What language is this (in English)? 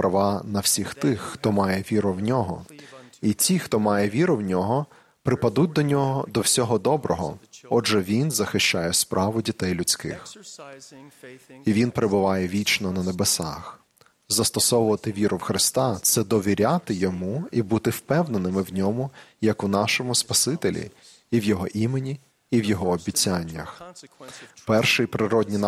Ukrainian